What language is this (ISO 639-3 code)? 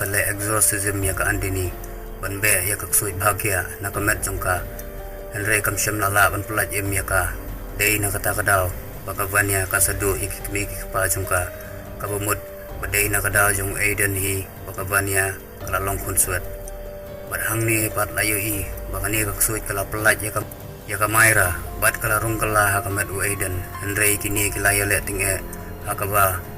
kha